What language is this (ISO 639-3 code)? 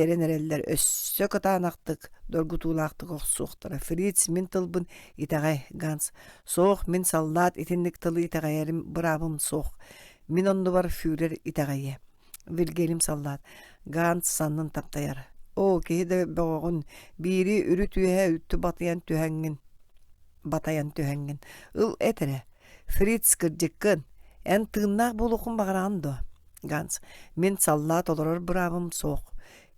sah